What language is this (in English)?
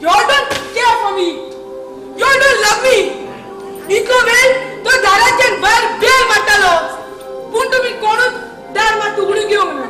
Konkani